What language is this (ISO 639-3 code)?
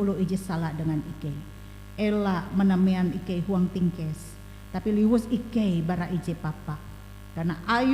nij